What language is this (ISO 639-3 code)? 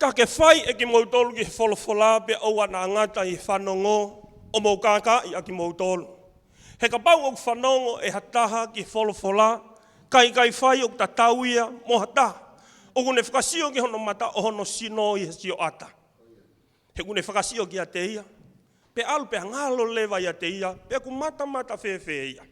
ton